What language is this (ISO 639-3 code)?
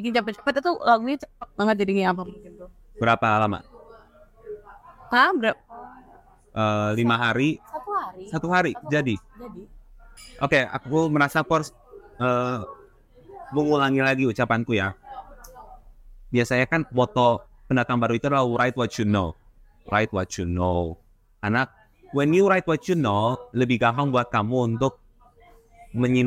ind